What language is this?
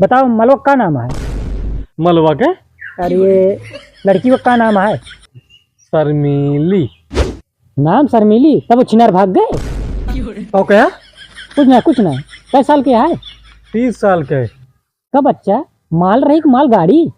Awadhi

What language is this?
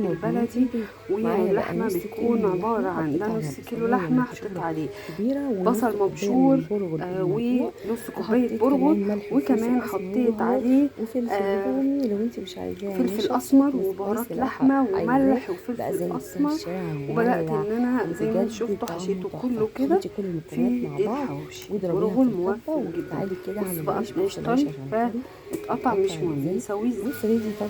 Egyptian Arabic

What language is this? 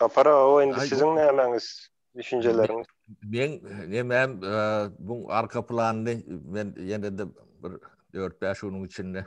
Turkmen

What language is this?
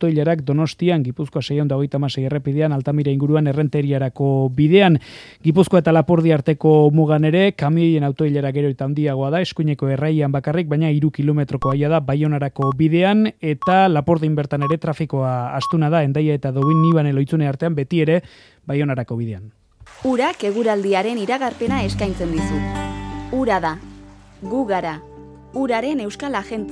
Basque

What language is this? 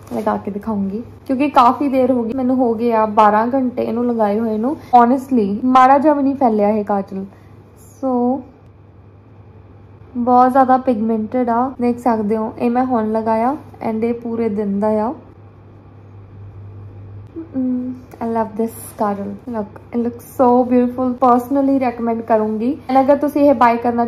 Punjabi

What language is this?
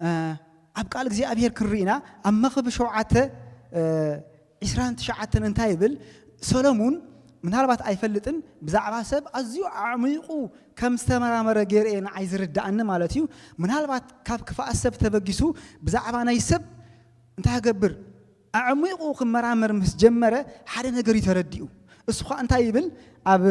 Tigrinya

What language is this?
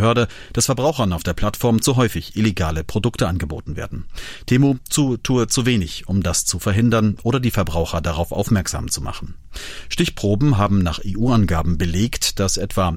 German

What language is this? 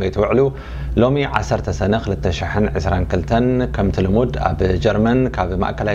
Tigrinya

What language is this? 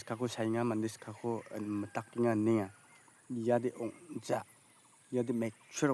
Garo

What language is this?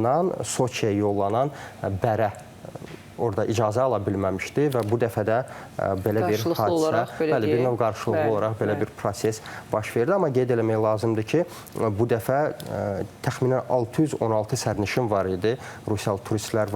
Azerbaijani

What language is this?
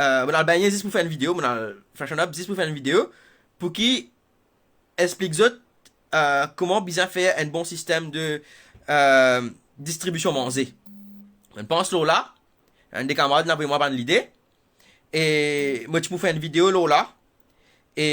Morisyen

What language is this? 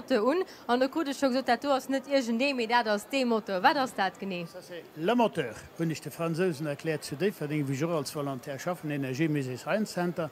Luxembourgish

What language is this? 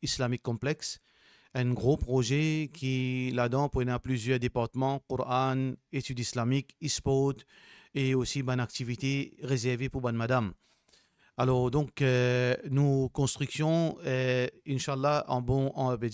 Morisyen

